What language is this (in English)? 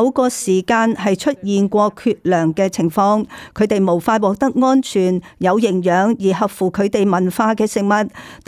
Cantonese